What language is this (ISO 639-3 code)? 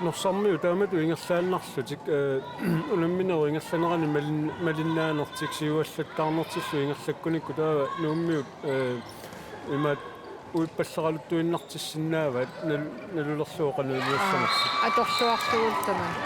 kal